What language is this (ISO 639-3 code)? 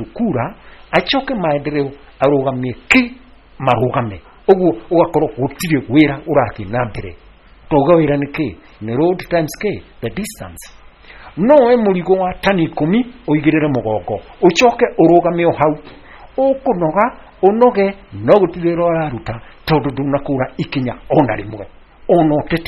kik